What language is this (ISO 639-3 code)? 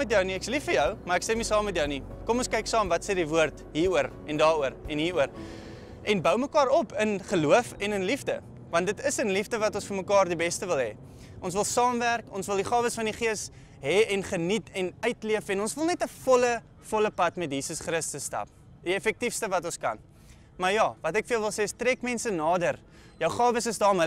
afr